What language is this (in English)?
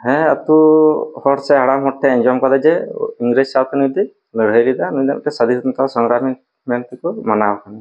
Santali